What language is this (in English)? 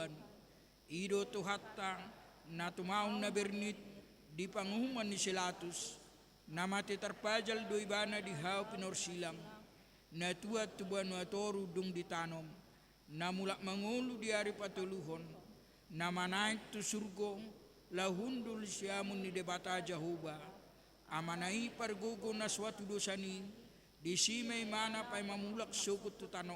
Batak Toba